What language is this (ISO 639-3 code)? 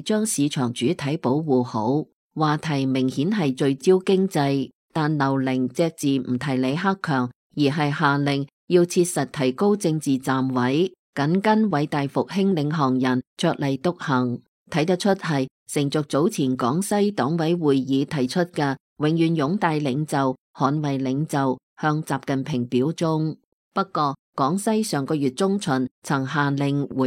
yue